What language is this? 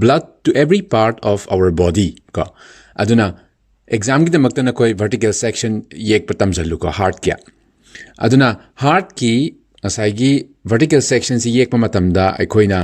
Manipuri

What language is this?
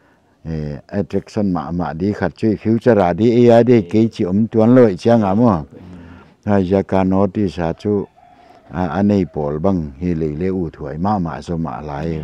Paite Chin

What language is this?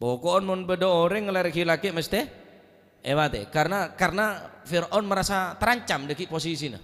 Madurese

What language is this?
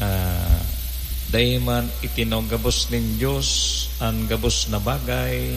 Bikol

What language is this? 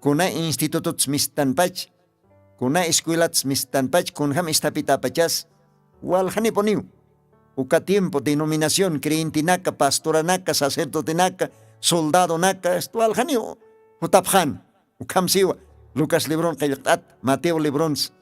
Aymara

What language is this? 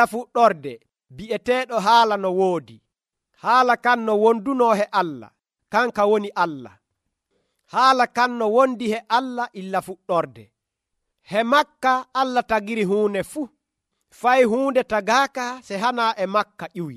Nigerian Fulfulde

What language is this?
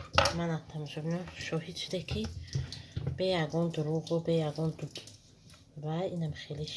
Tajik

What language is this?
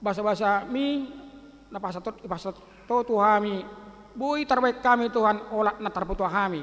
Batak Toba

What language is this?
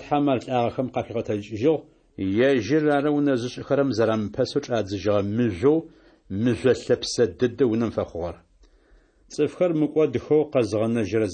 Adyghe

